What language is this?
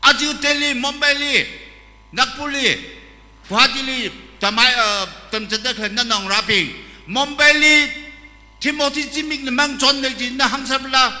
Tangkhul Naga (India)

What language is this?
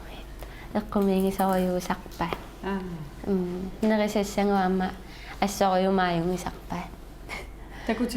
Kalaallisut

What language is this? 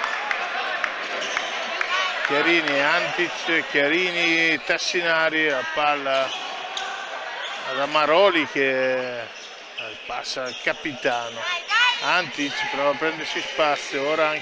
Italian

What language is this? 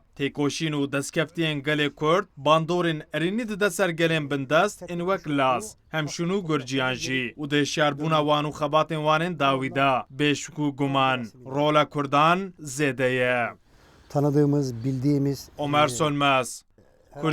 Kurdish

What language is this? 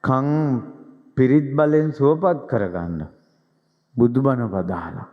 Sinhala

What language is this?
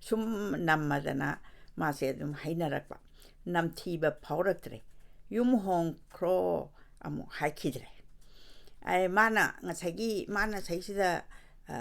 Manipuri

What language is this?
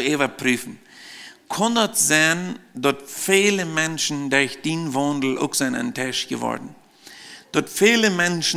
Plautdietsch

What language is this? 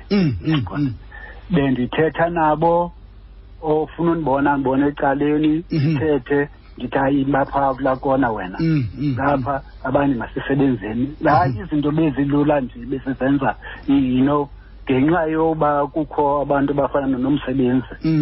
Xhosa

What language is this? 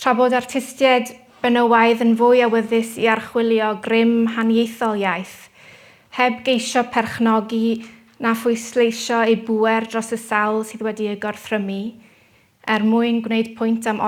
Welsh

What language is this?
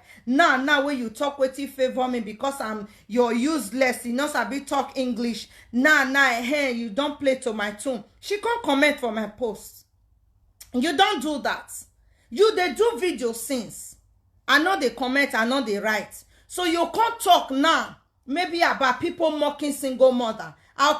Nigerian Pidgin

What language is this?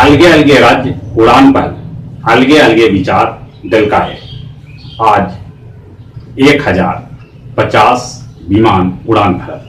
Magahi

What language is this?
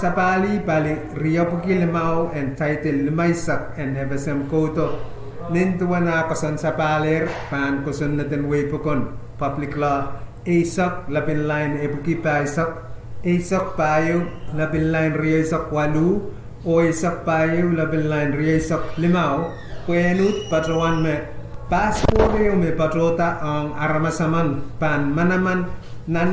Pohnpeian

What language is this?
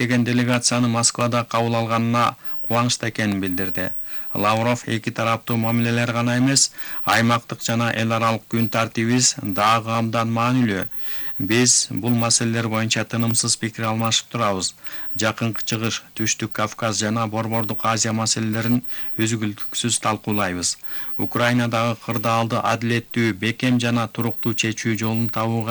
Kyrgyz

